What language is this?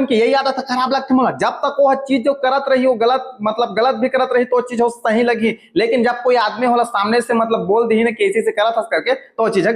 Chhattisgarhi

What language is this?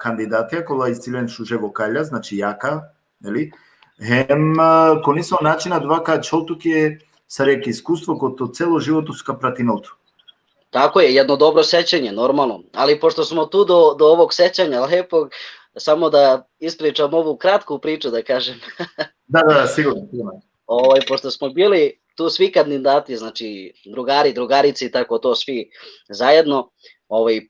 Balkan Romani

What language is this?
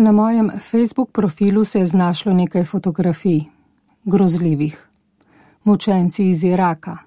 Slovenian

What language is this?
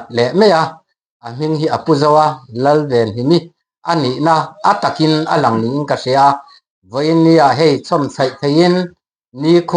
Mizo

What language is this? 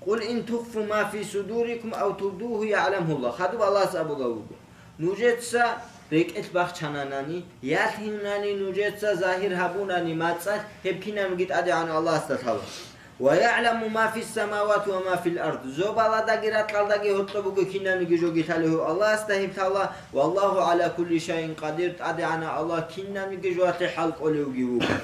Avaric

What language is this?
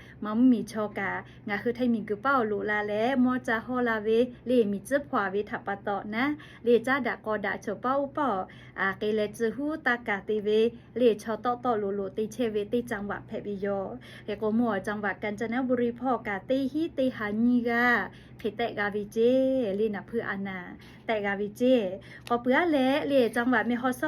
Lahu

